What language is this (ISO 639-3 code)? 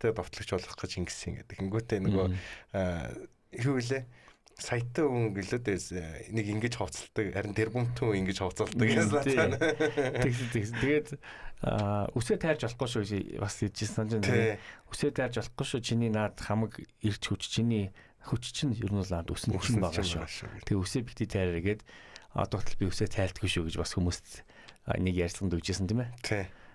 mon